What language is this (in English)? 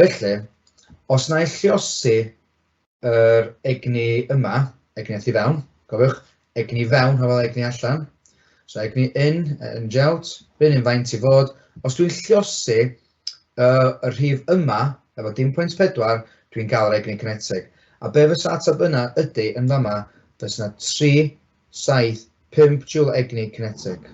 Welsh